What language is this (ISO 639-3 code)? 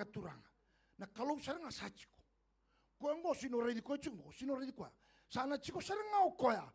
fij